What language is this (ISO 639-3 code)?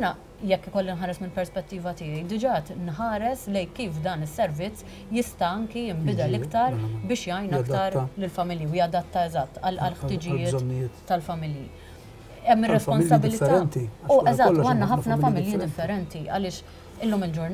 mlt